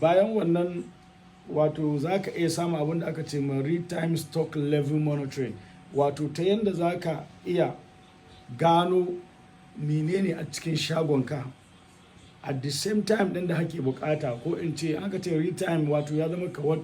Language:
Hausa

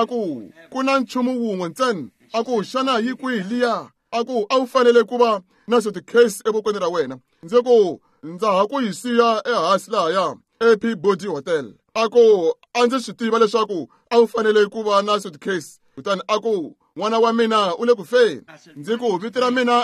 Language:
Tsonga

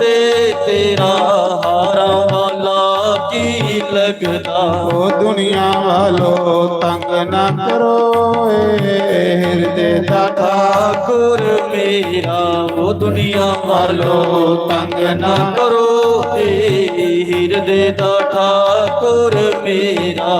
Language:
Dogri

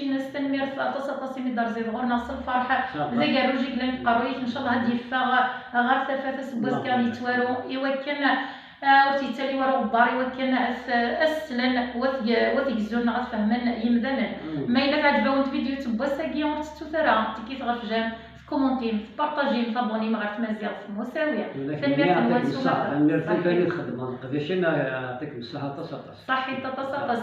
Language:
Kabyle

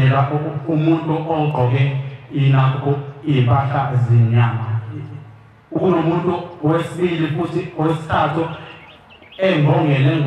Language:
Zulu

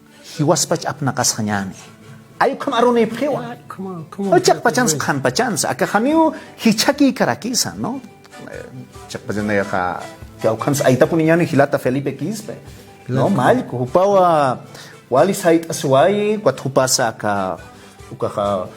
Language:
Aymara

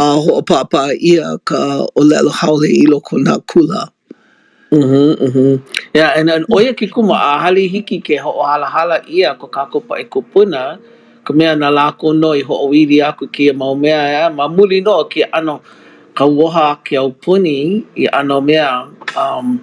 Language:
Hawaiian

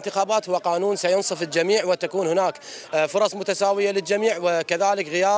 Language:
Mesopotamian Arabic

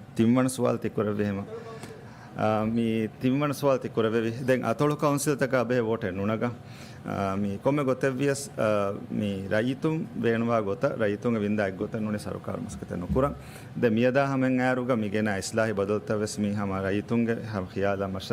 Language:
Divehi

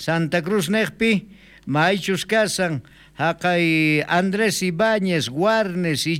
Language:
South Bolivian Quechua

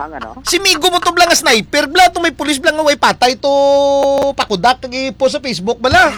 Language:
Hiligaynon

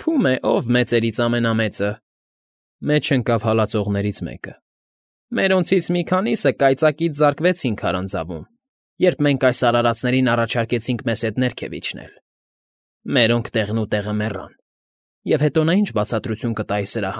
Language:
Armenian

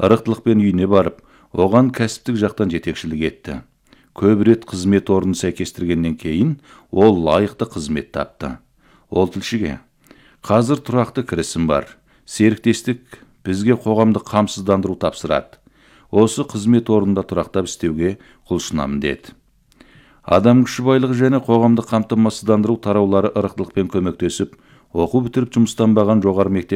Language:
Kazakh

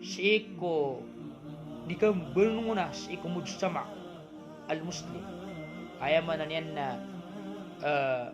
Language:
Maranao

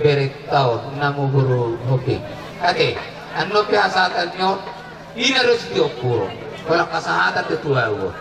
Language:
Batak Toba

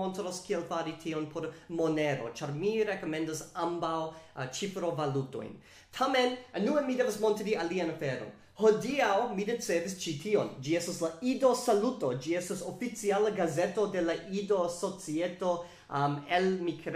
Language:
Esperanto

